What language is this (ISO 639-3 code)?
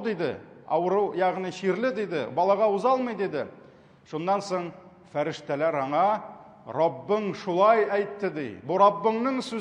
tat